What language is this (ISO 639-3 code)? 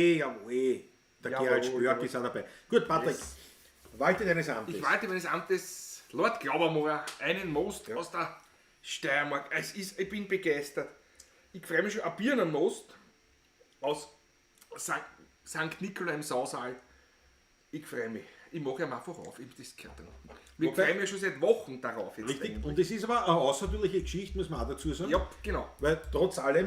bar